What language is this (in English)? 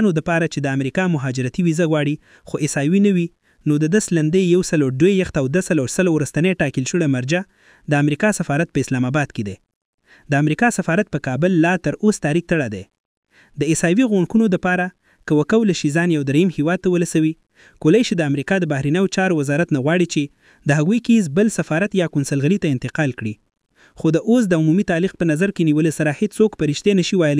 Pashto